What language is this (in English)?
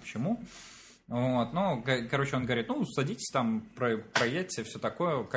Russian